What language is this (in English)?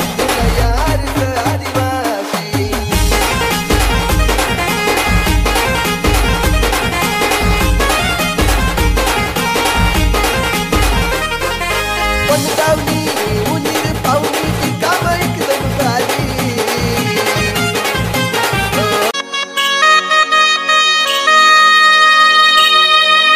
Marathi